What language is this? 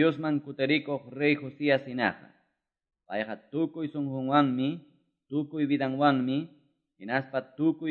Quechua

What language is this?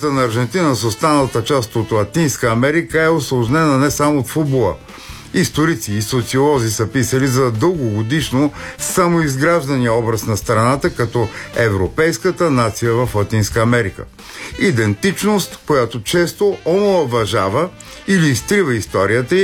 Bulgarian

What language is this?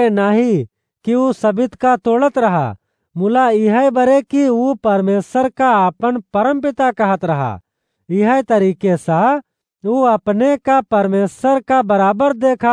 Awadhi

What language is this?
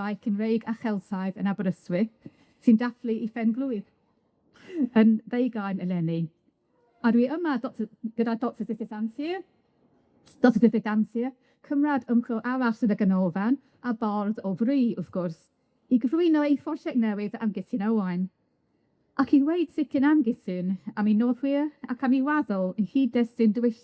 Welsh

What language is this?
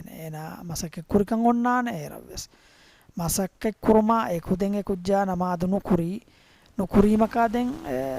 Divehi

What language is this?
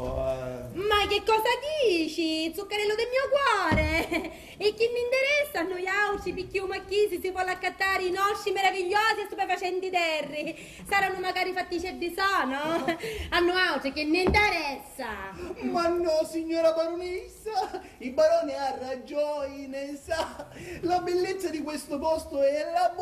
Sicilian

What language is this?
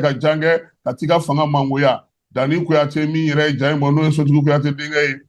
Bambara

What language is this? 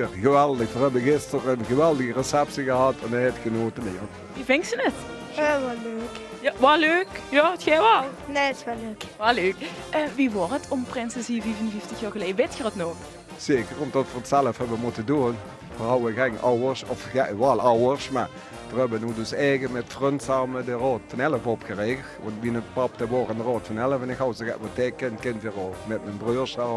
Limburgish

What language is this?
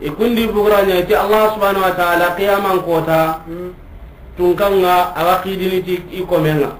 Soninke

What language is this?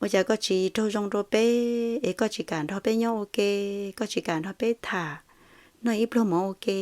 Hmong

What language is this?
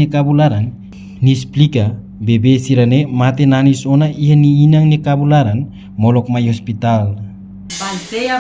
Tetum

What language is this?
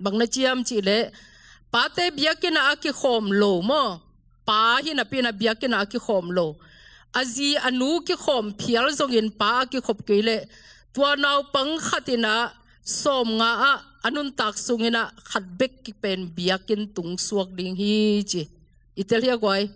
Tedim Chin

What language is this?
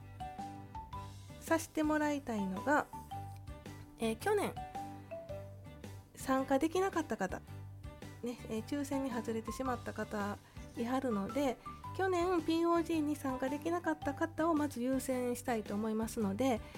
Japanese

